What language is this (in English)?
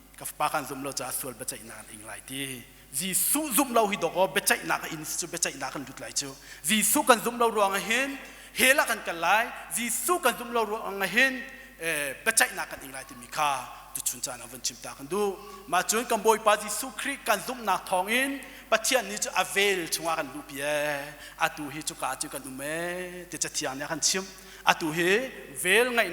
Hakha Chin